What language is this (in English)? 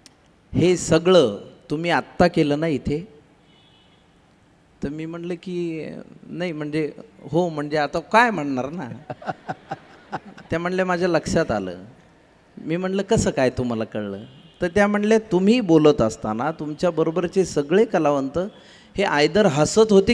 Marathi